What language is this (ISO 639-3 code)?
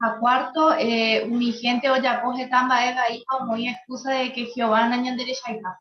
grn